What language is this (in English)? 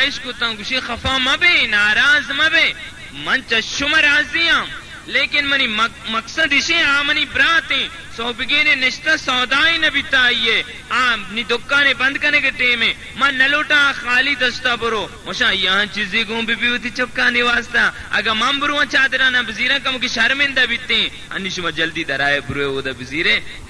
Baluchi